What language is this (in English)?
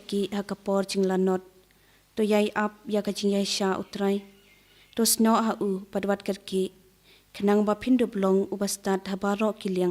Khasi